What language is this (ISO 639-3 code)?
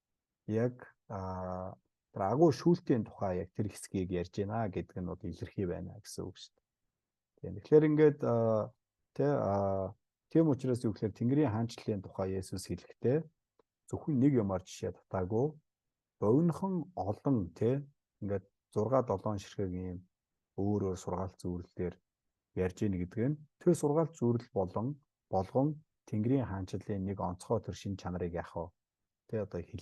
mon